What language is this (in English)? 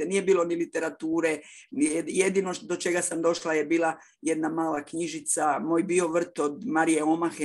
Croatian